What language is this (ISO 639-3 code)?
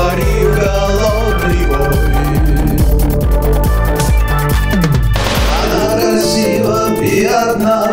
rus